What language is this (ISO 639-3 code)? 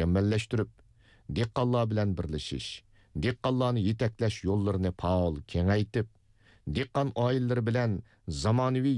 uig